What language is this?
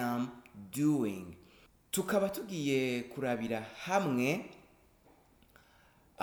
Rundi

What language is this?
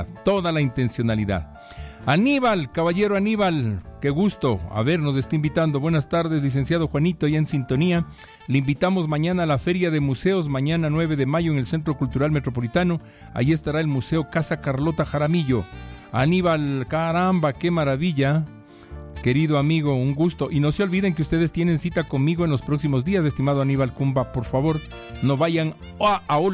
Spanish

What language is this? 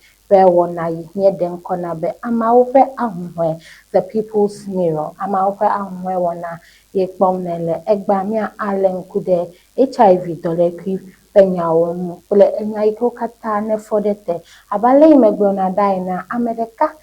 Ewe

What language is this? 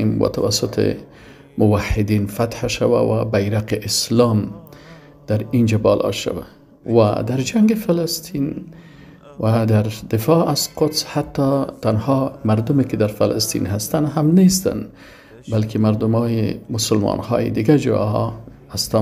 Persian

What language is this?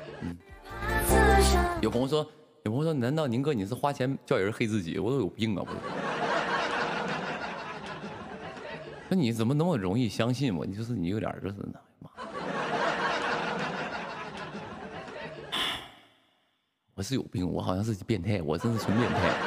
Chinese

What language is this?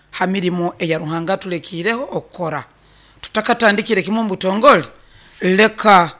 Nyoro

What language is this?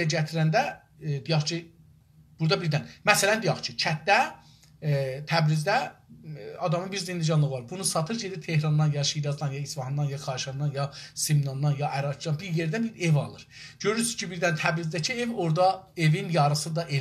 South Azerbaijani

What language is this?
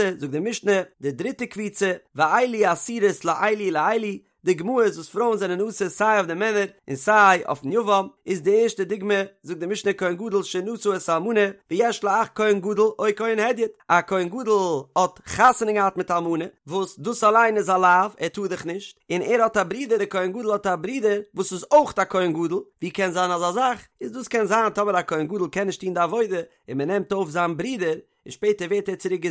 Yiddish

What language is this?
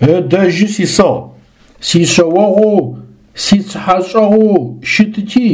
Adyghe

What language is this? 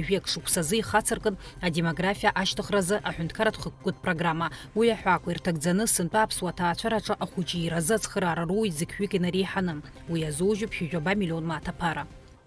Abkhazian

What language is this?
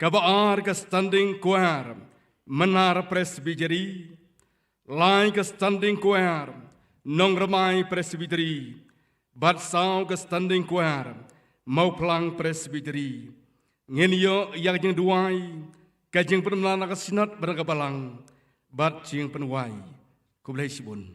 Khasi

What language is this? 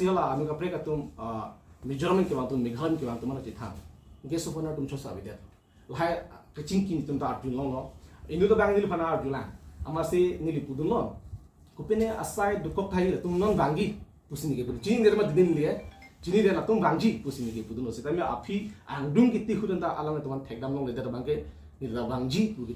Karbi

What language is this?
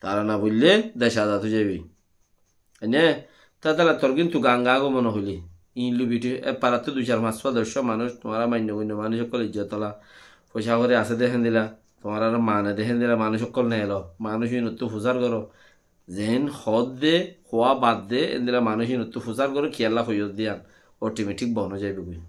Rohingya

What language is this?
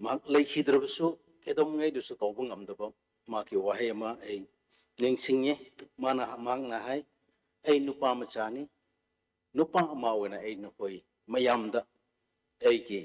Manipuri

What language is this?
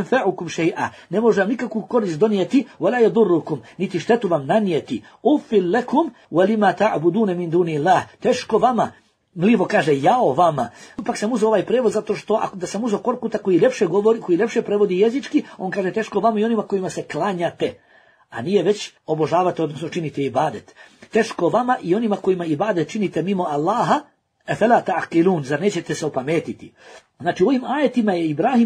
Bosnian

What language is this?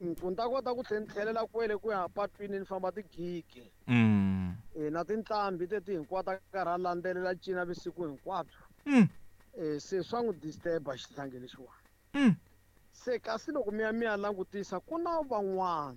Tsonga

